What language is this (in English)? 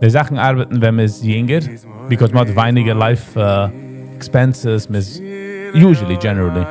Yiddish